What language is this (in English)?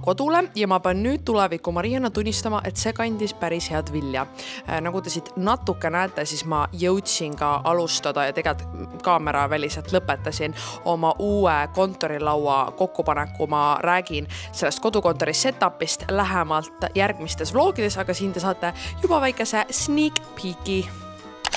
Estonian